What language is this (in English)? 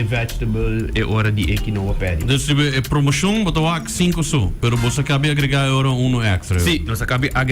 Papiamento